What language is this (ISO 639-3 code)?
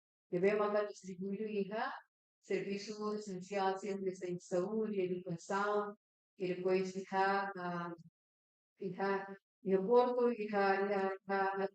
tet